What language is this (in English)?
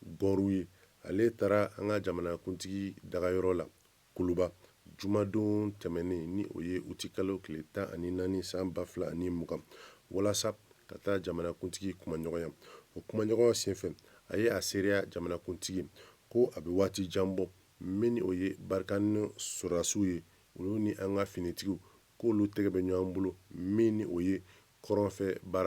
Bambara